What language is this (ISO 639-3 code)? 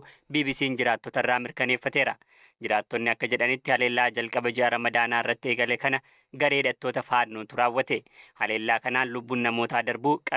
orm